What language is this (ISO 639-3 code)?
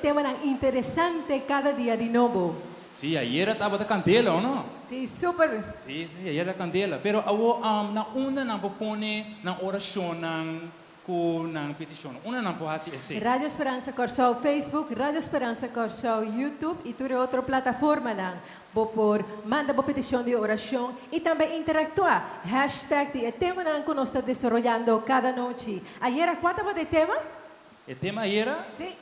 pap